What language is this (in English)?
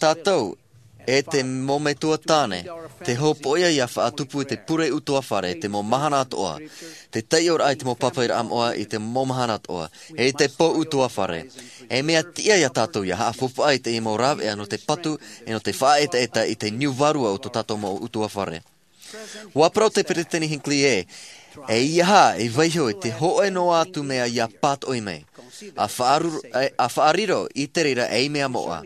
Tahitian